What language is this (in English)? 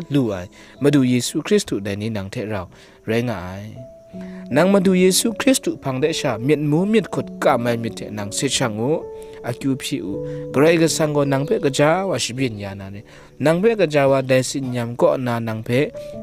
Kachin